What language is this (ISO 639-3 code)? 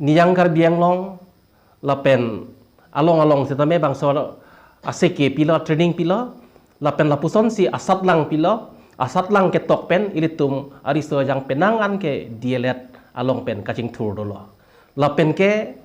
mjw